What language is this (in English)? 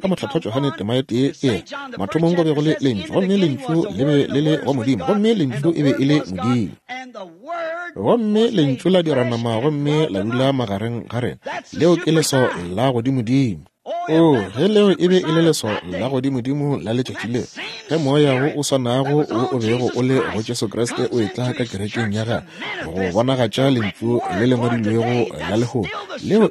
Northern Sotho